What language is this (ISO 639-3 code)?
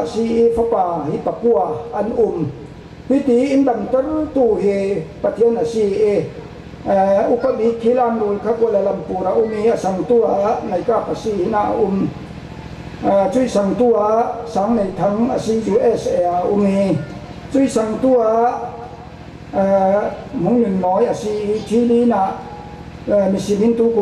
cfm